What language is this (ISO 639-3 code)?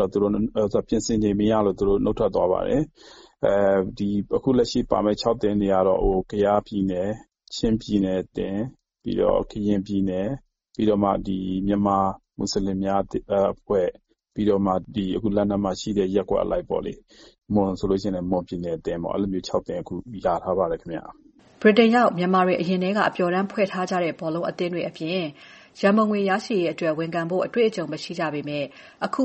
mya